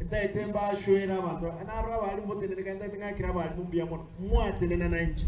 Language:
Gusii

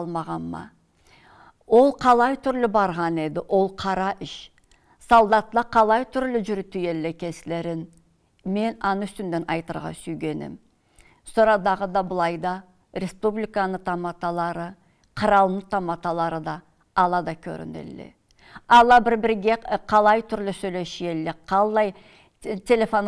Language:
Karachay-Balkar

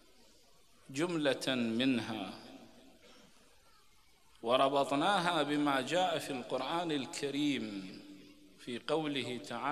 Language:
Arabic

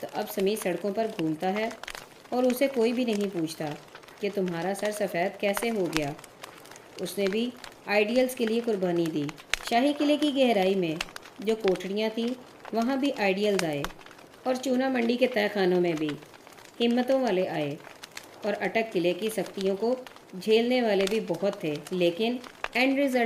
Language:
Urdu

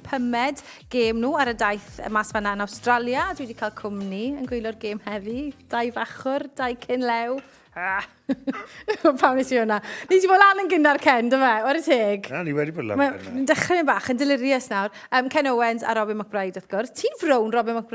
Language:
Welsh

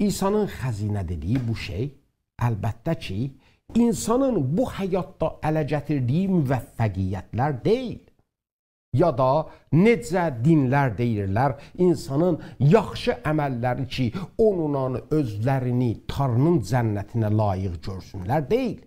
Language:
South Azerbaijani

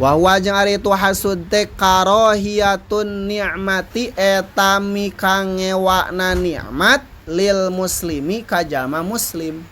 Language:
Sundanese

